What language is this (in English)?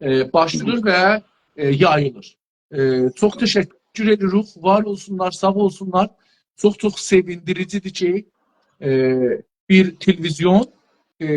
South Azerbaijani